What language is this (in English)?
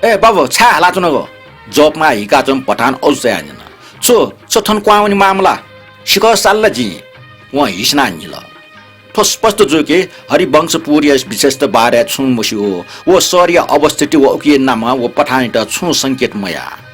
Newari